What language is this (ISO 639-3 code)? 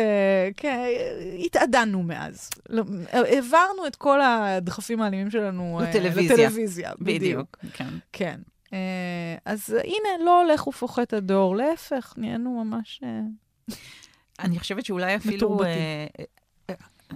heb